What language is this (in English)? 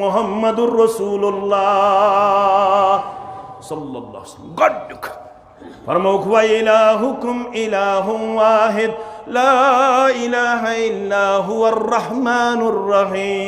Kashmiri